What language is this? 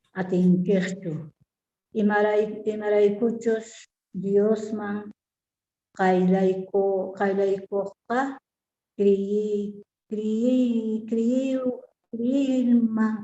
Quechua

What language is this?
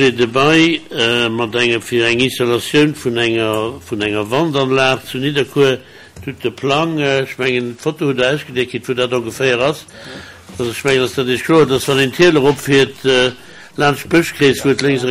Luxembourgish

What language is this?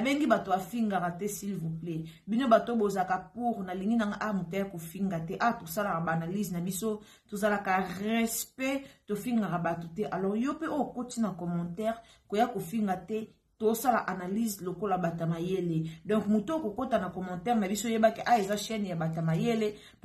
Lingala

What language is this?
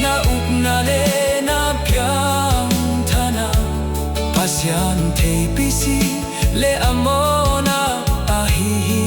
Tedim Chin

